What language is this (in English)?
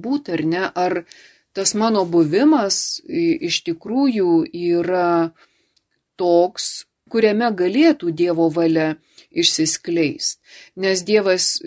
Lithuanian